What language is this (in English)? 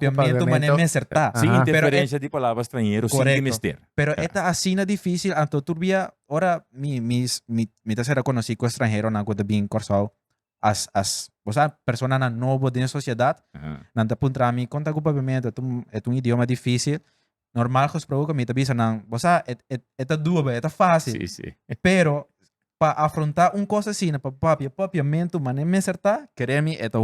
Papiamento